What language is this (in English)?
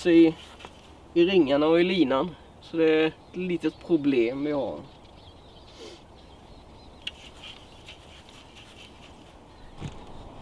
Swedish